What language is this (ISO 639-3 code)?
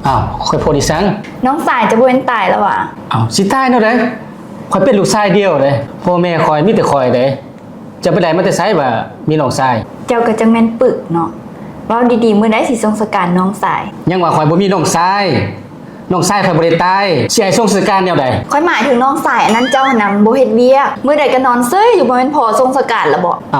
lao